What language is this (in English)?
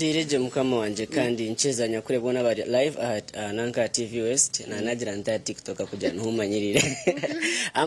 Nyankole